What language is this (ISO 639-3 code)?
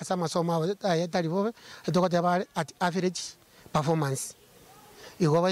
guz